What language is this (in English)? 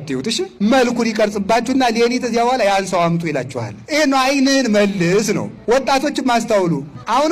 Amharic